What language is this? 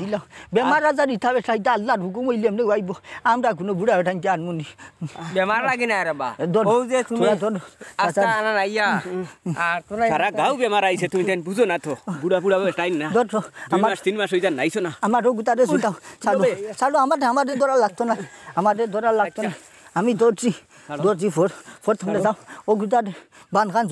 Sylheti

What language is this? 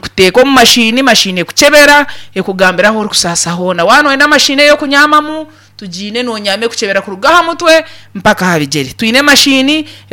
Nyankole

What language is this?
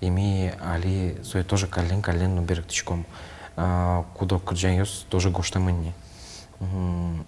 Udmurt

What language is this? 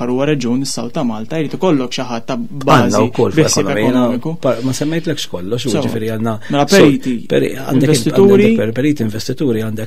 Maltese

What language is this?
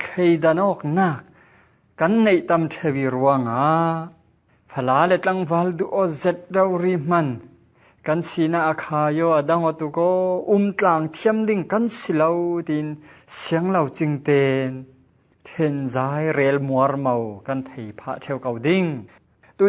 Falam Chin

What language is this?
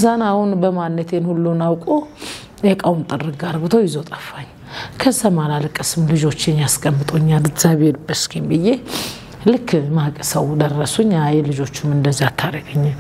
Amharic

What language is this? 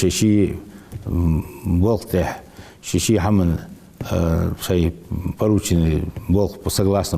Ingush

